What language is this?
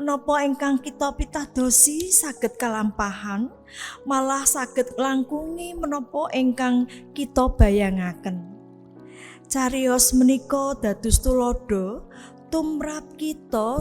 Javanese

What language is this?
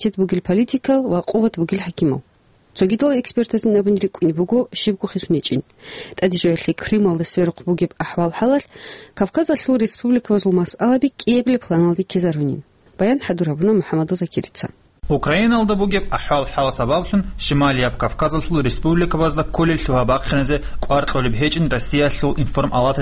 Avaric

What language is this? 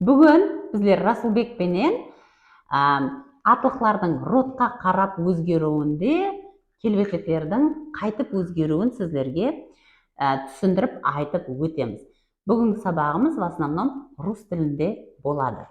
Kara-Kalpak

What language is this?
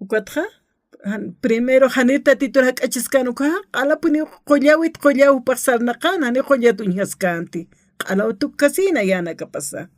Aymara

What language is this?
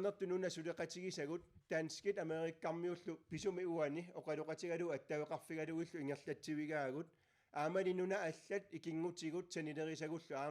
Kalaallisut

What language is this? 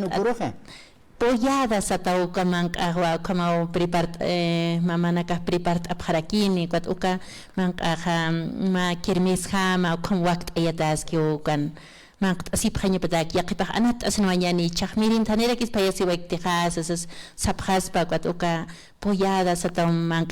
Aymara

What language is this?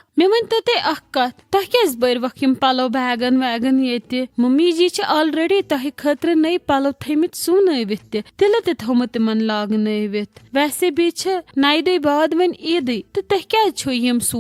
Kashmiri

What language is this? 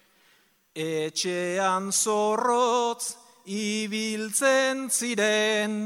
Basque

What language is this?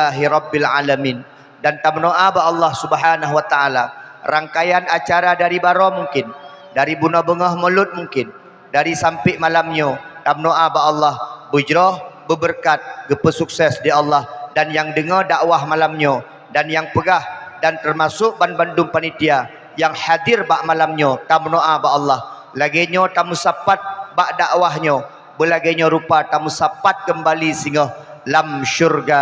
Achinese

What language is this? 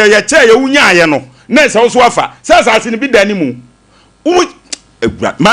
Akan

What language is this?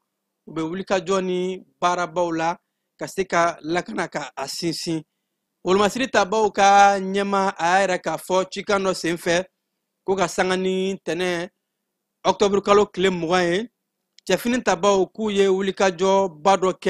Bambara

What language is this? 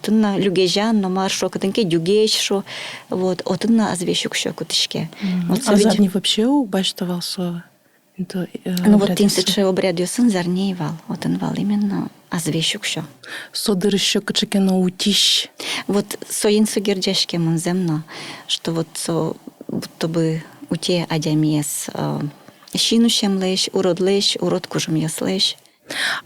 Udmurt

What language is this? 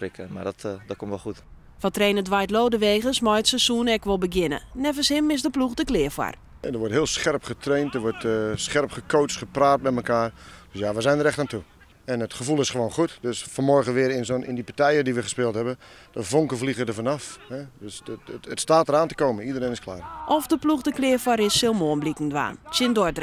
Western Frisian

